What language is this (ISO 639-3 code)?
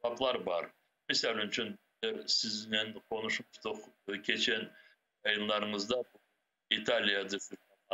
crh